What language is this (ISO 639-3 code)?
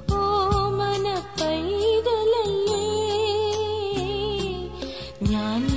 mal